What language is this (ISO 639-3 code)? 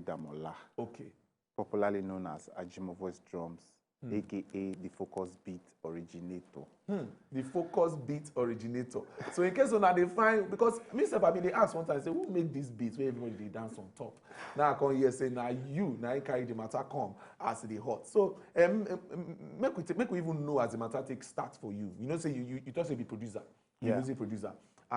pcm